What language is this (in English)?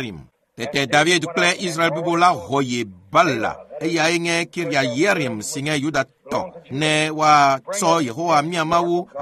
Ewe